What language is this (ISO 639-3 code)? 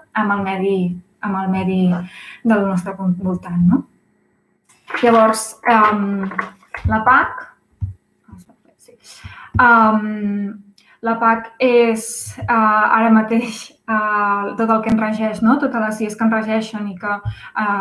cat